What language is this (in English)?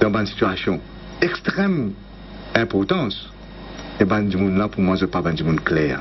Morisyen